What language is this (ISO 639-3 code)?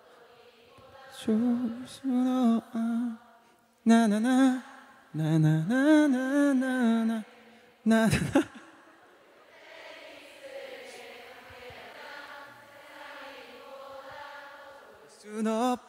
kor